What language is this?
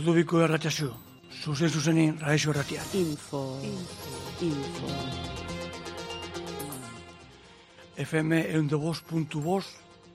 Basque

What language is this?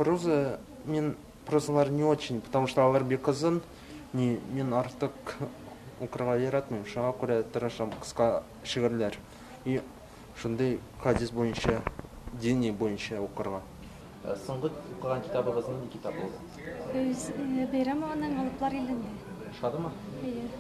Tatar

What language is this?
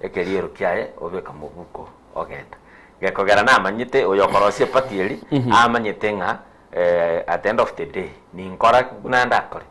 Gusii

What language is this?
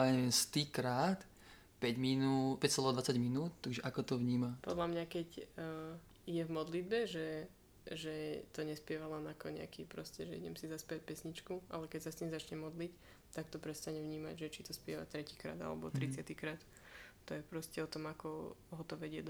Slovak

